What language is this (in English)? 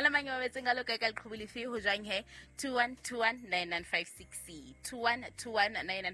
Southern Sotho